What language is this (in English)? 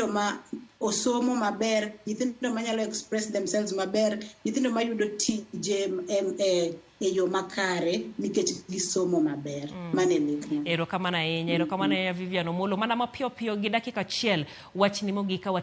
Luo (Kenya and Tanzania)